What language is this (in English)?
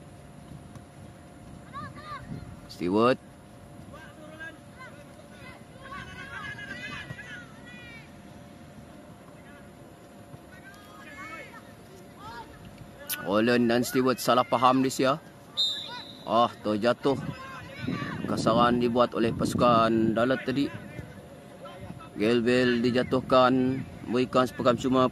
Malay